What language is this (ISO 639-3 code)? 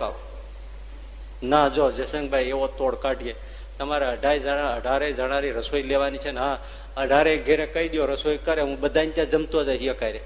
guj